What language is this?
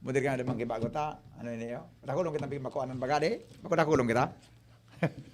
Bikol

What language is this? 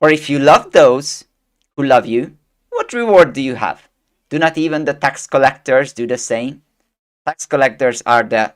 English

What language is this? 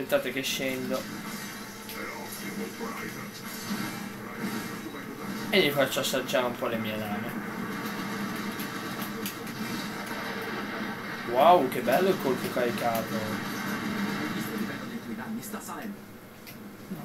Italian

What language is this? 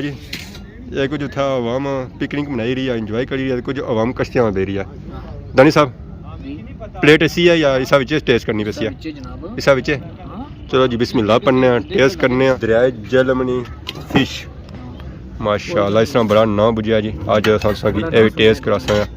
Pahari-Potwari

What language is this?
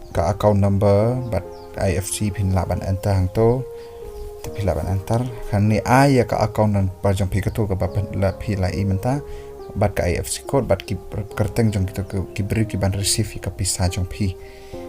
Khasi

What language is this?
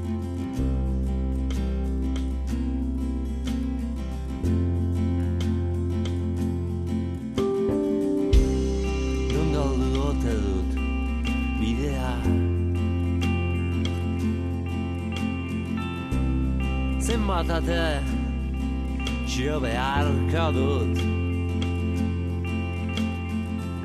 Basque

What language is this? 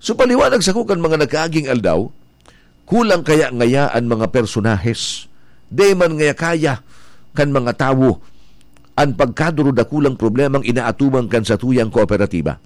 Bikol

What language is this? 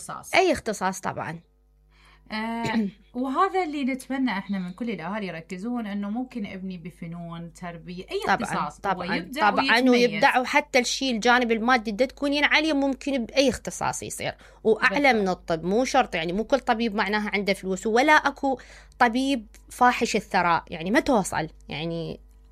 Mesopotamian Arabic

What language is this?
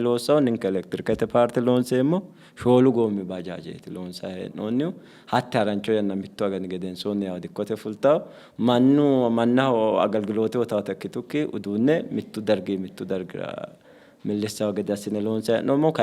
Sidamo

